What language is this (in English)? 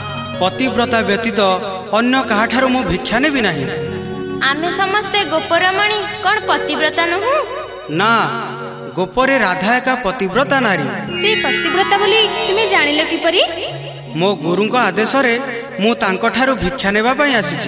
Odia